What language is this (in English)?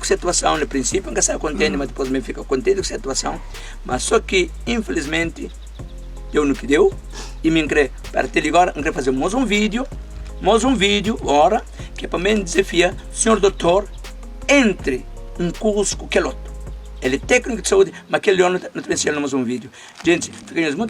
Kabuverdianu